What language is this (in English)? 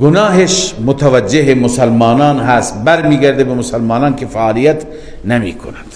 Persian